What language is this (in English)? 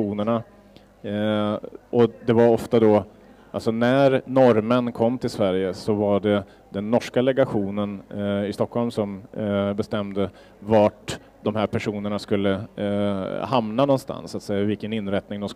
Swedish